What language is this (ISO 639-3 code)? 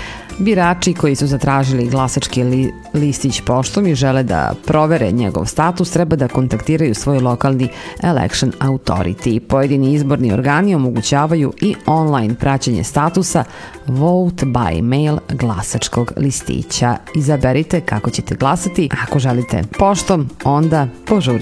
srp